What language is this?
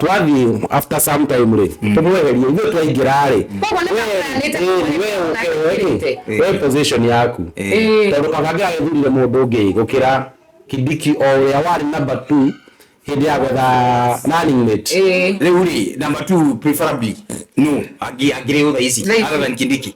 Kikuyu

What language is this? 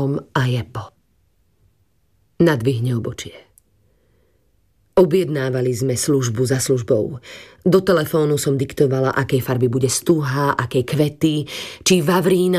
Slovak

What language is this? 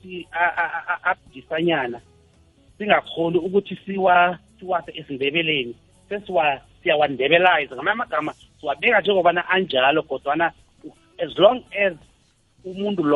South Ndebele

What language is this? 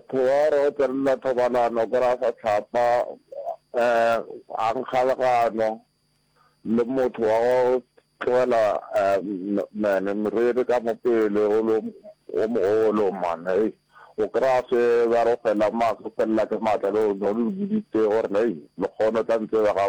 Northern Sotho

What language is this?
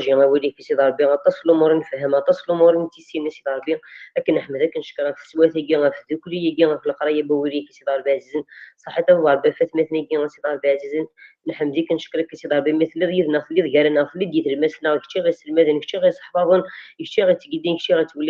Kabyle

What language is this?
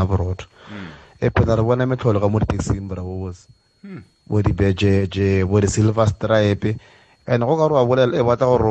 South Ndebele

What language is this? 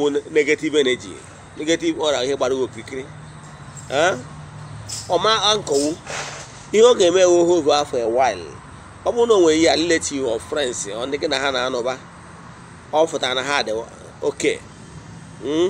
Igbo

